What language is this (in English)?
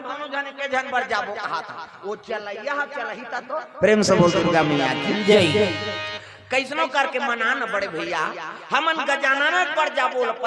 Chhattisgarhi